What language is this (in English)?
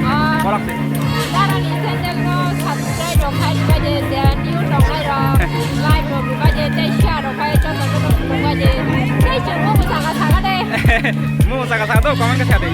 Kok Borok